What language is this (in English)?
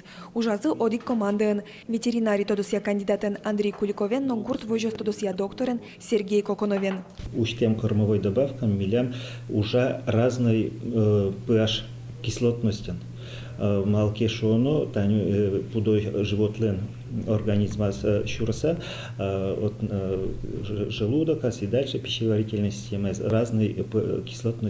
Udmurt